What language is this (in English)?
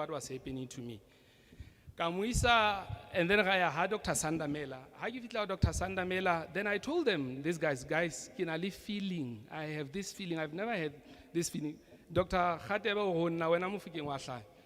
Southern Sotho